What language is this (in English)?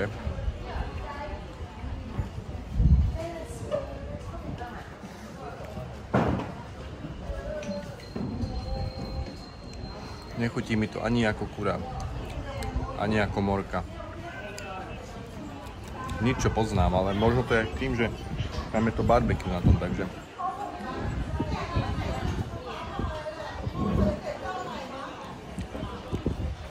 Slovak